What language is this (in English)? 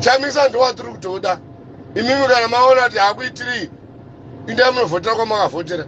Shona